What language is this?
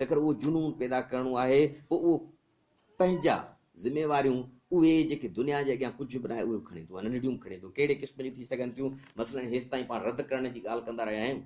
Sindhi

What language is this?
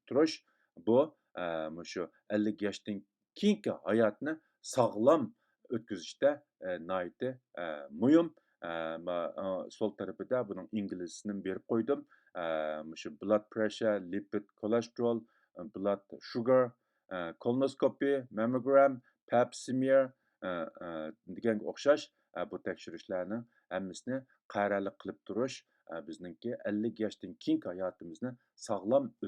Uyghur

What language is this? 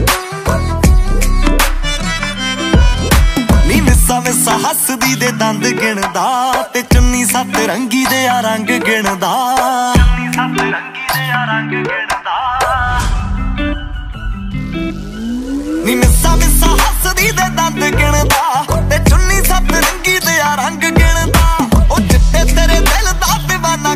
Punjabi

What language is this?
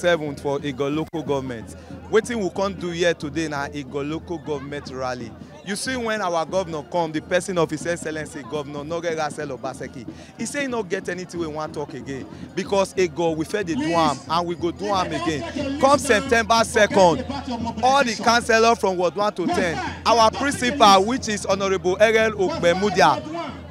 Nigerian Pidgin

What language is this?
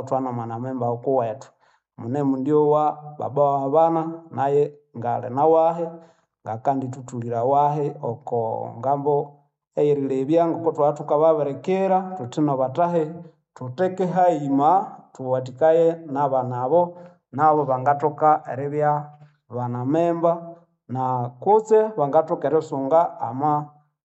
Nande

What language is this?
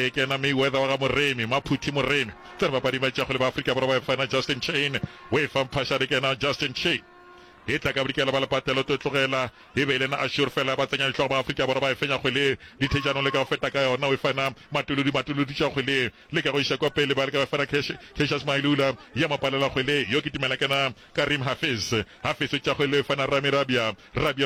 Northern Sotho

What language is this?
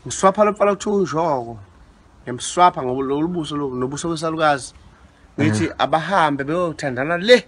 Zulu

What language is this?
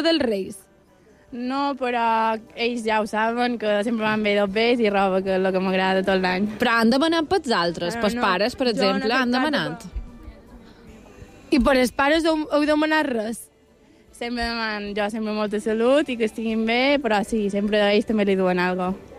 Catalan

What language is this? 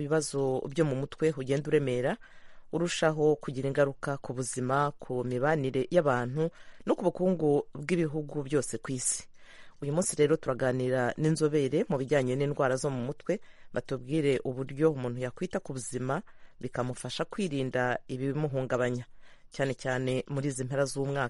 Kinyarwanda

